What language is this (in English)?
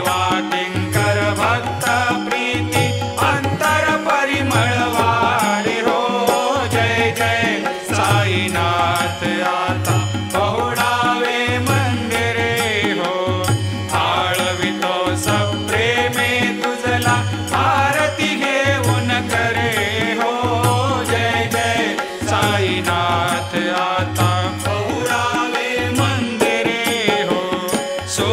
Marathi